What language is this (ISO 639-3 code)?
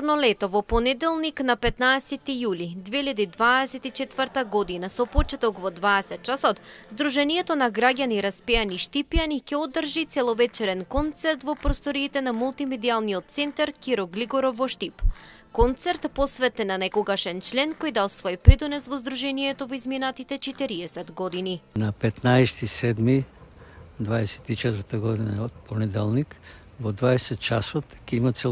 mkd